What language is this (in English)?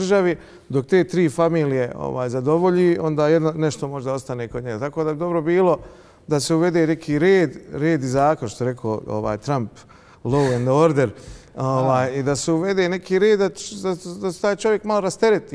Bosnian